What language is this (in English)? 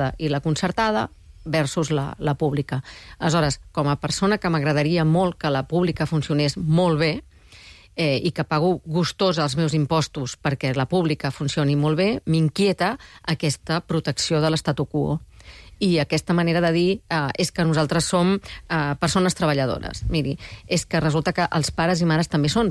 Catalan